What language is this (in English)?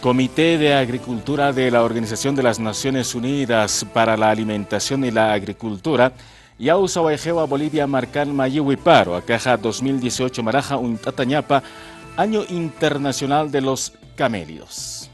Aymara